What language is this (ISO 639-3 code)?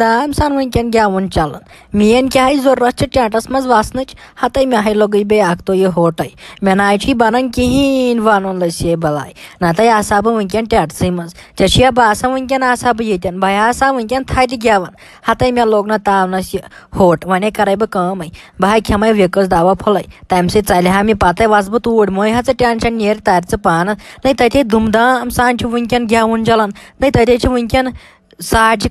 kas